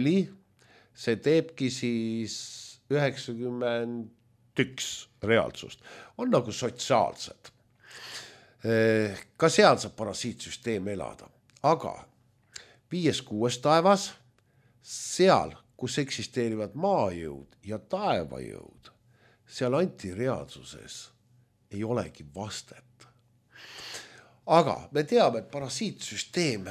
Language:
Estonian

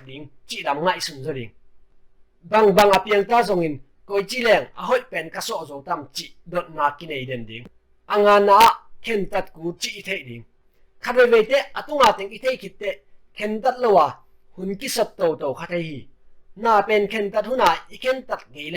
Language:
Tedim Chin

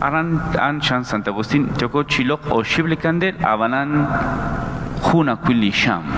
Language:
Kekchí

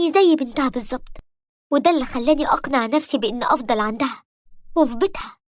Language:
Egyptian Arabic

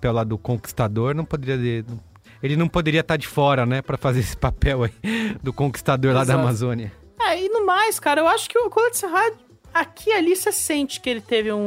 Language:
Portuguese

